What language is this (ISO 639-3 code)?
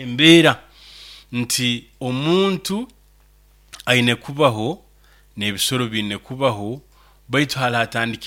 nyo